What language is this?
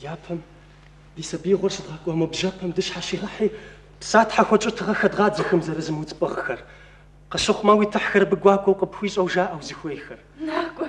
Kabardian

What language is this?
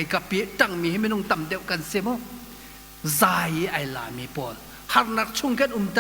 Hakha Chin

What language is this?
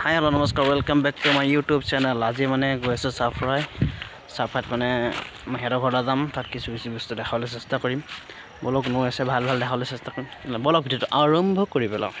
Assamese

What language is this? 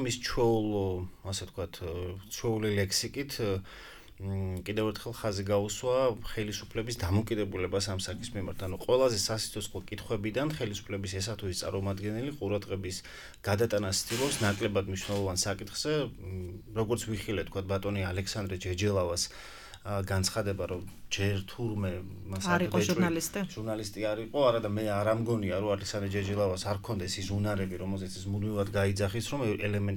Georgian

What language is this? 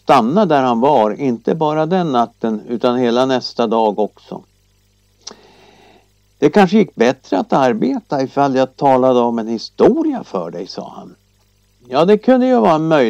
Swedish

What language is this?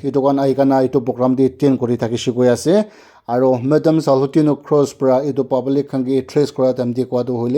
Naga Pidgin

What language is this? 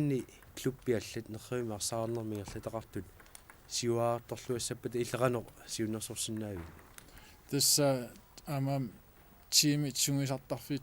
Kalaallisut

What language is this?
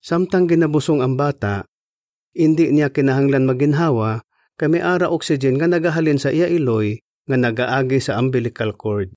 Hiligaynon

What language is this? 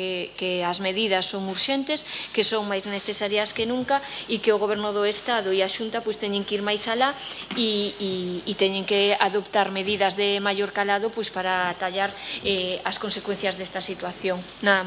Galician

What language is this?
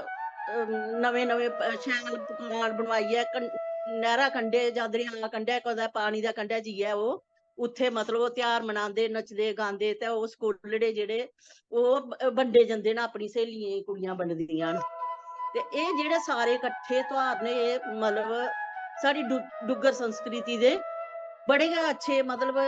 Dogri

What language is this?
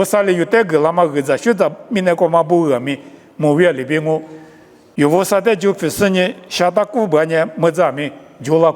Lisu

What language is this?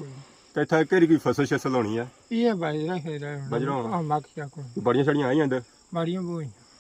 Pahari-Potwari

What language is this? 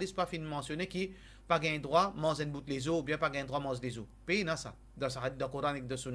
Morisyen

